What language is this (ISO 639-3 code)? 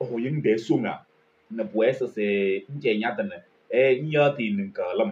kbp